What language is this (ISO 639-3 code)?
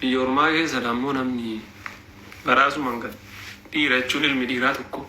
orm